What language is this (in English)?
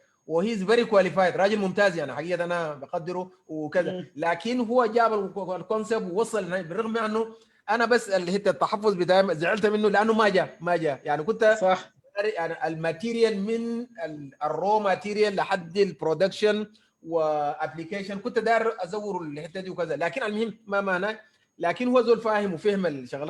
Sudanese Arabic